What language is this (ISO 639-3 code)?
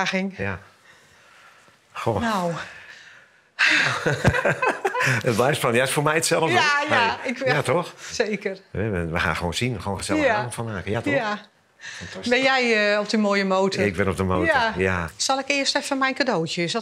nld